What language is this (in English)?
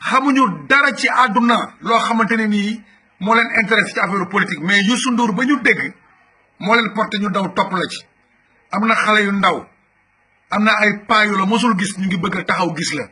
Wolof